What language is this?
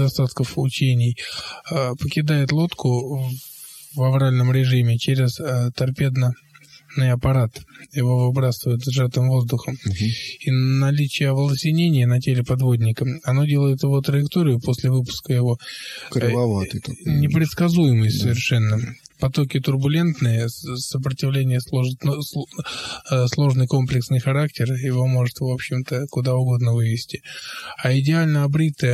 Russian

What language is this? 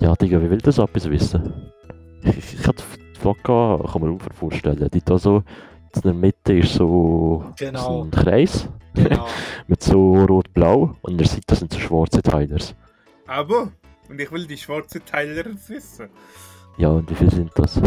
Swiss German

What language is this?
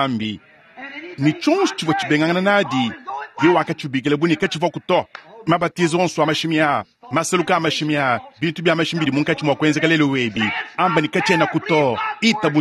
Luba-Lulua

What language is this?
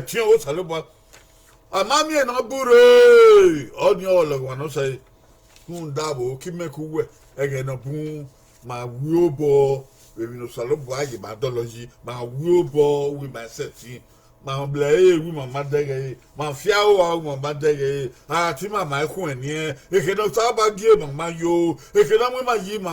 Bini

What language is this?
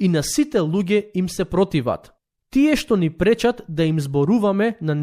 Macedonian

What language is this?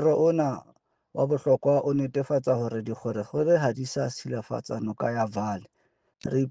Southern Sotho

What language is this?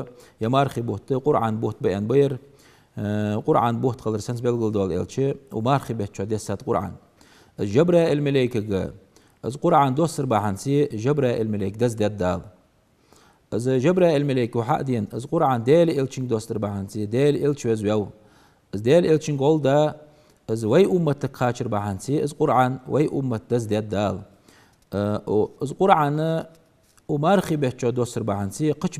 Ingush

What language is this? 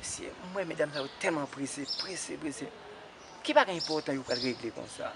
Haitian Creole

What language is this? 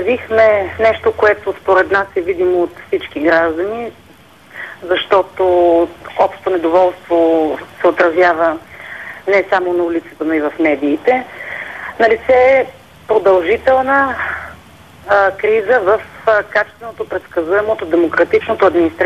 Bulgarian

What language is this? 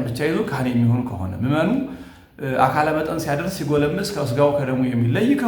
Amharic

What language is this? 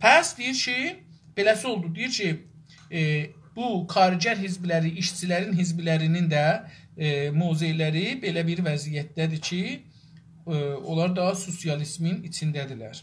South Azerbaijani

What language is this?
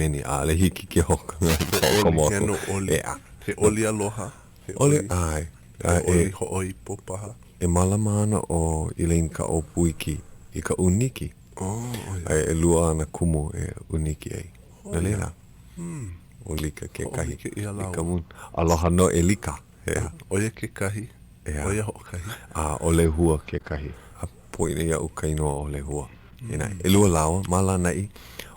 Hawaiian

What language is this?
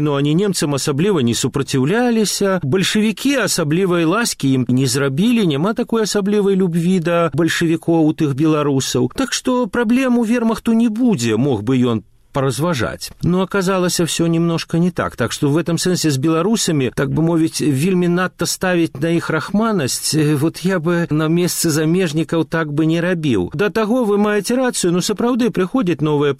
Belarusian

